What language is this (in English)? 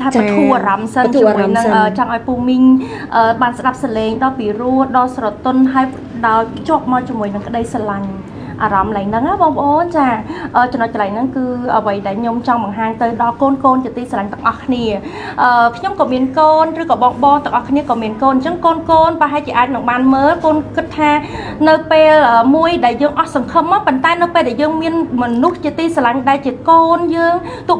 Khmer